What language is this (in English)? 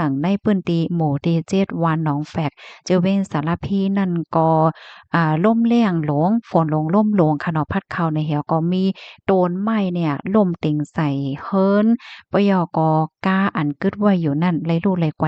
Shan